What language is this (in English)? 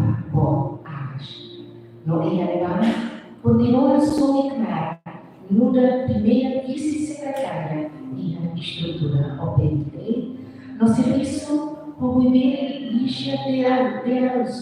Tetum